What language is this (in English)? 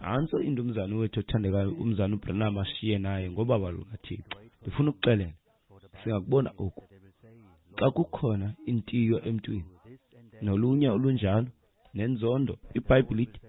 Xhosa